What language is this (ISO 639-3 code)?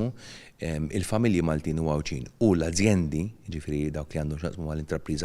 mlt